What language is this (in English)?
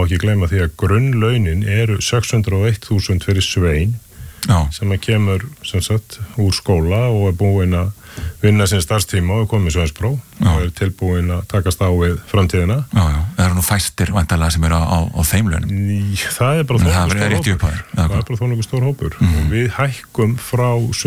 Icelandic